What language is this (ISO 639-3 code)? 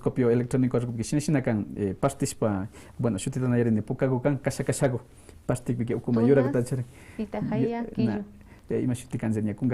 que